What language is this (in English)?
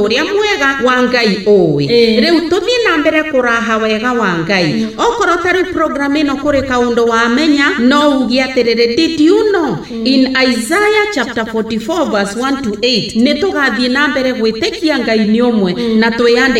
Kikuyu